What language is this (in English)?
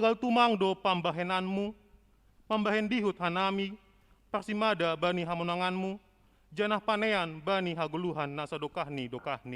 Batak Simalungun